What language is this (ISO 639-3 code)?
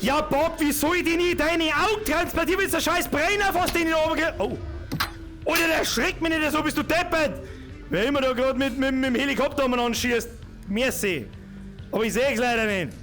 bar